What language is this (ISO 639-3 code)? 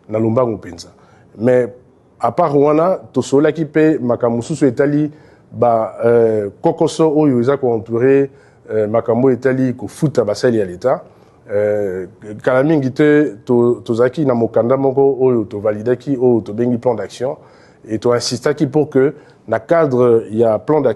lin